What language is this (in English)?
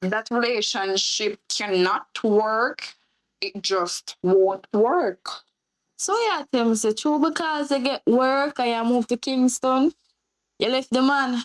Jamaican Creole English